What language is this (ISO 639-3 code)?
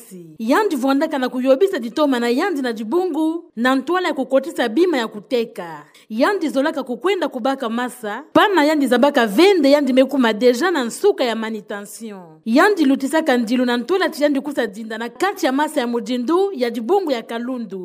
ktu